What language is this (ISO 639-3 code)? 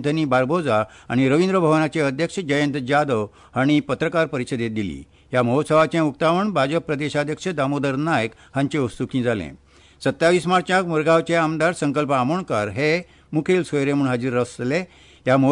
kok